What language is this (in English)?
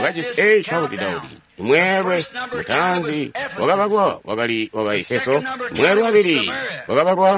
Tonga (Zambia)